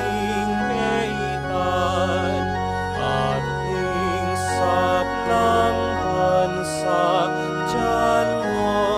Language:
Pampanga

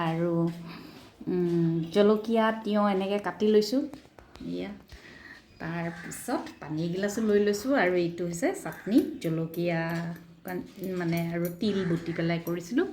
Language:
Assamese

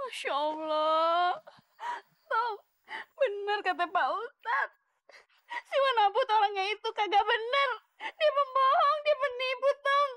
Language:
Betawi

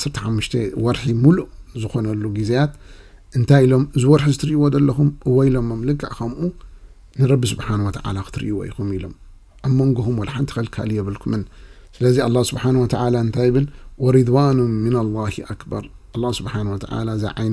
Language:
Tigrinya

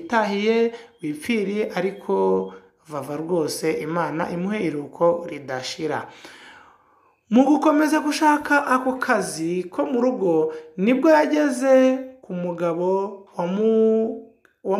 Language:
Kinyarwanda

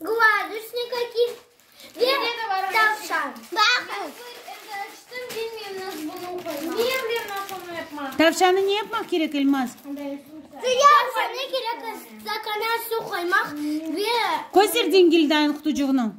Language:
Crimean Tatar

